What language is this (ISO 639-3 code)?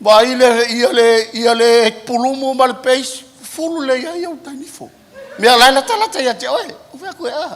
smo